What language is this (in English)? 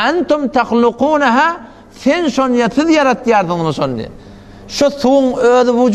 Turkmen